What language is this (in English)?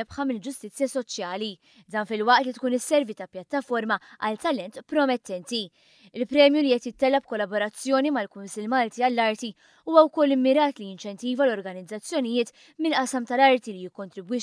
Maltese